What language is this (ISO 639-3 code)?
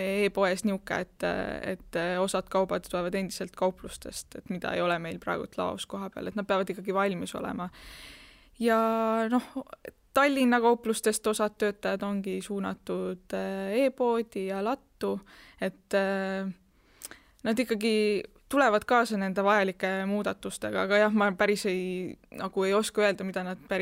est